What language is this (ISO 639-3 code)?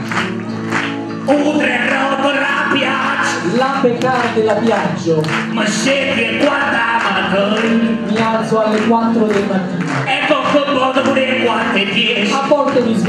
ita